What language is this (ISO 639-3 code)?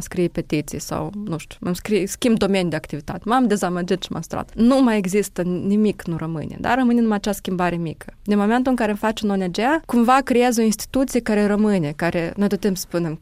ron